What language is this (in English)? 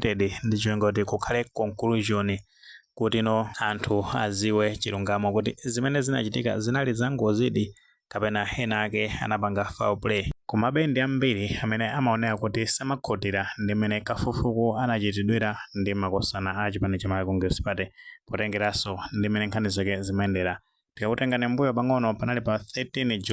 Nyanja